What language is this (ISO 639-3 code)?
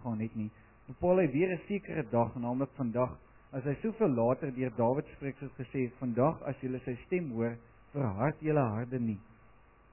afr